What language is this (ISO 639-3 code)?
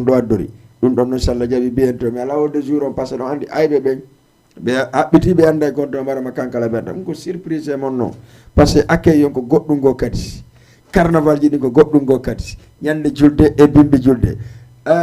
ful